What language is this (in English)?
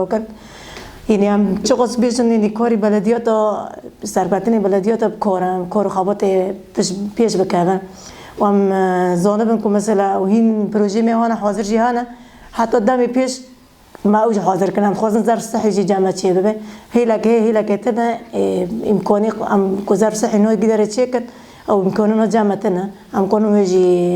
Kurdish